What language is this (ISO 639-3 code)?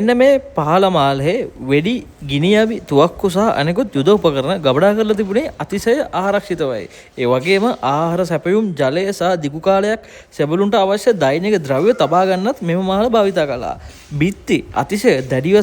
sin